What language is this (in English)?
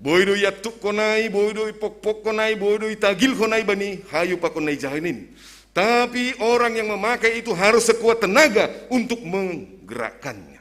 Batak Simalungun